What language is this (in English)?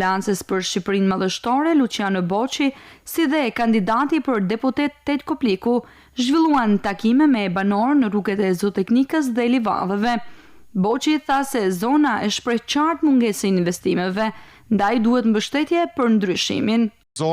Albanian